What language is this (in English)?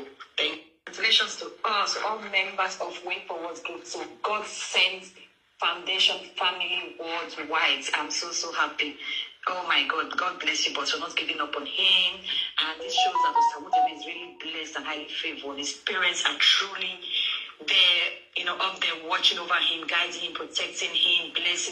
Nigerian Pidgin